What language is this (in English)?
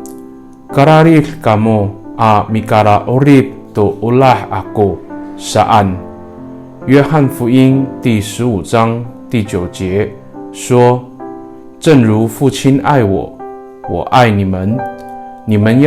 Amis